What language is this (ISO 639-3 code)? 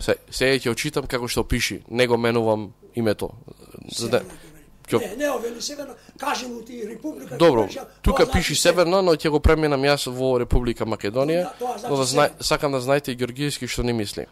mkd